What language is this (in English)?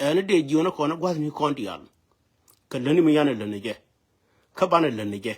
Nuer